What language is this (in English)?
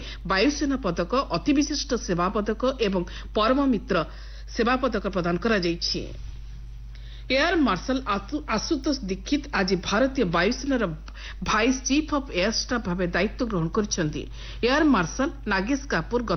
Odia